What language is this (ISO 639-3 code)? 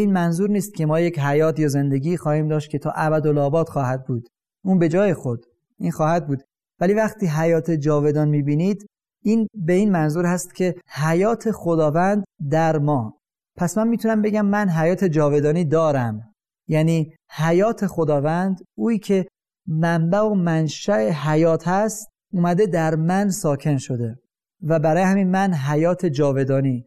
fas